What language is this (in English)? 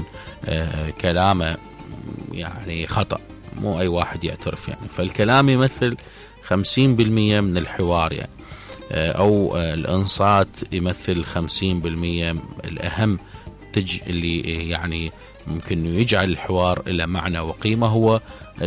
Mesopotamian Arabic